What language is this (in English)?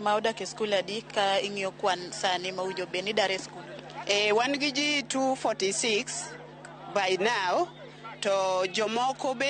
Luo (Kenya and Tanzania)